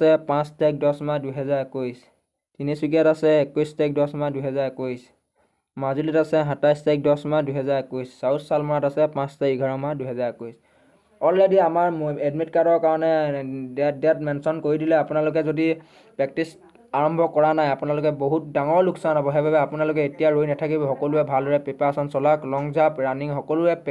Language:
Assamese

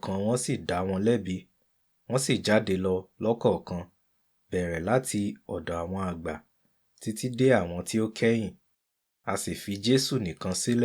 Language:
Yoruba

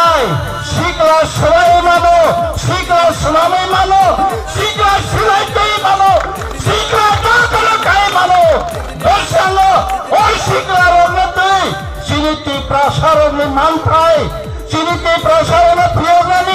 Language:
Kok Borok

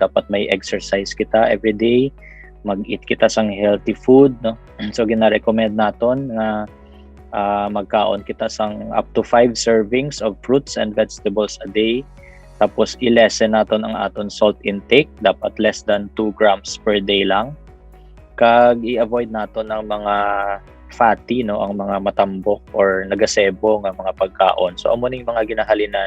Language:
Hiligaynon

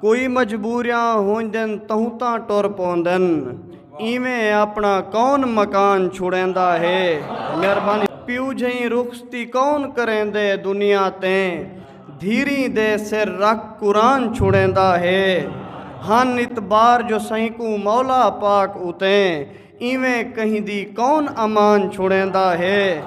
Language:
Saraiki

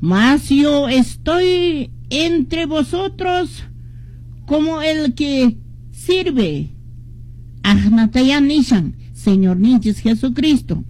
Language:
Quechua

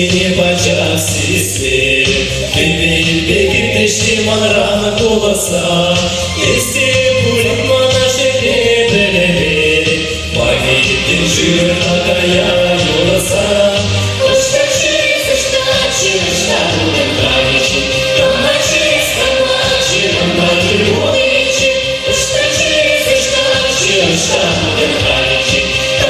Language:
Chuvash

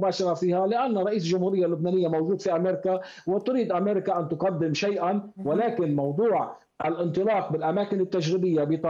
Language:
Arabic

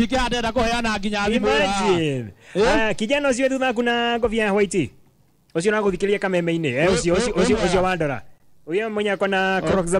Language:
Kikuyu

